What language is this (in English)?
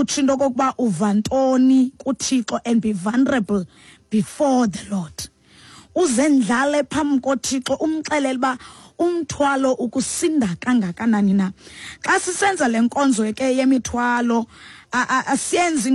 Xhosa